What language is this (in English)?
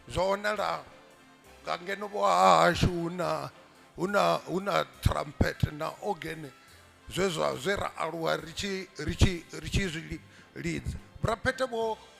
Venda